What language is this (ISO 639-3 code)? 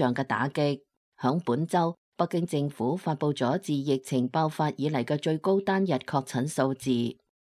yue